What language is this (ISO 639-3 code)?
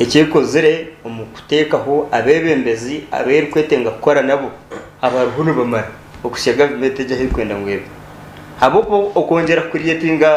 nyn